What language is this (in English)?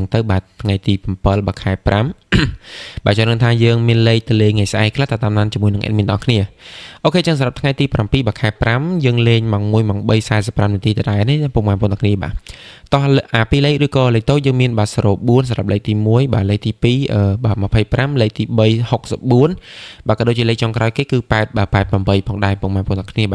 Khmer